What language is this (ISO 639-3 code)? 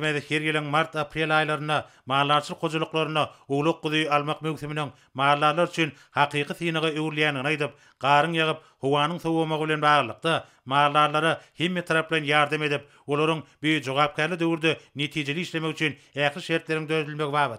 tuk